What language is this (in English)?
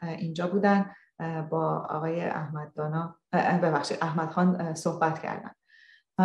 Persian